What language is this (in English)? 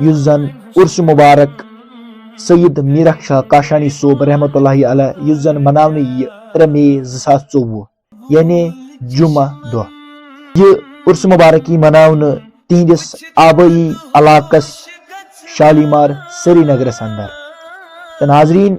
Kashmiri